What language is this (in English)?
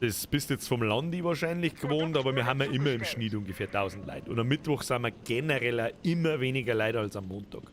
Bavarian